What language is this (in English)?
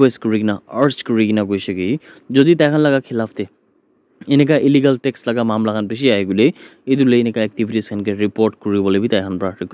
Naga Pidgin